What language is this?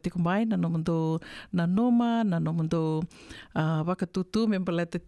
Fijian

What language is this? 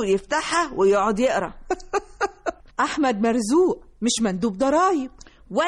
Egyptian Arabic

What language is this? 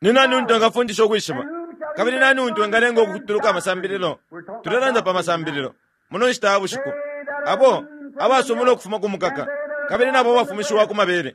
Bemba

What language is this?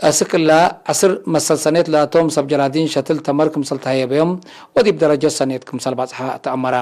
Tigre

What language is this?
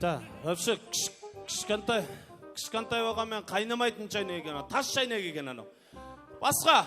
Kara-Kalpak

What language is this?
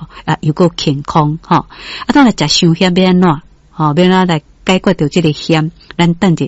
Min Nan Chinese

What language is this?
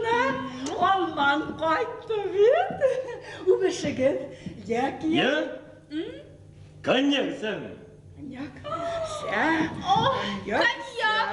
Bashkir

